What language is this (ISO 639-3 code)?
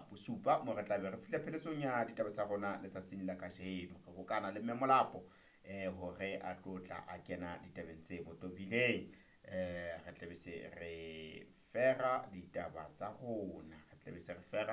sot